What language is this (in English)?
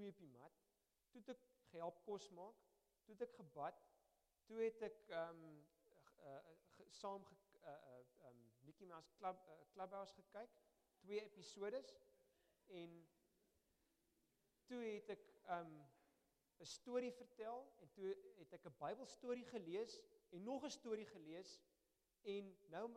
Afrikaans